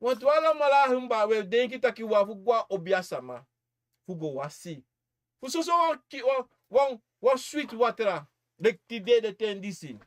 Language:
Sranan Tongo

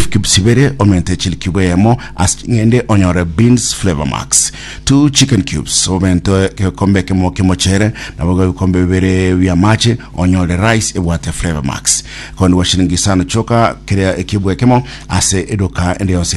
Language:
Gusii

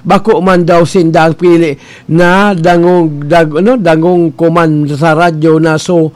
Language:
Bikol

